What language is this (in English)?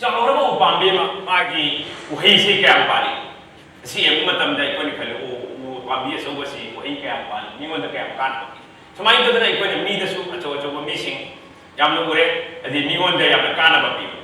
Manipuri